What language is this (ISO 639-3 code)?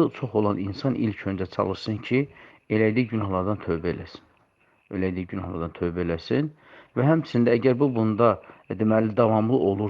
aze